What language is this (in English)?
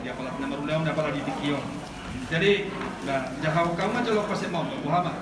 Batak Toba